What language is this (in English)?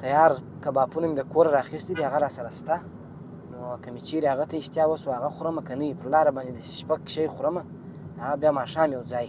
Pashto